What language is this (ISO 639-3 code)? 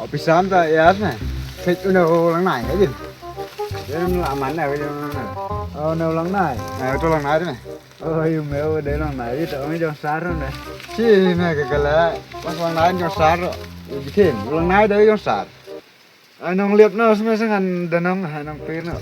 kha